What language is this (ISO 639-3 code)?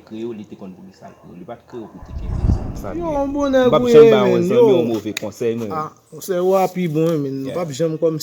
hat